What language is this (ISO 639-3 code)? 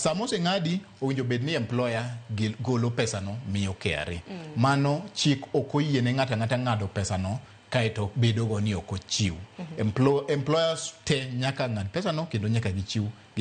luo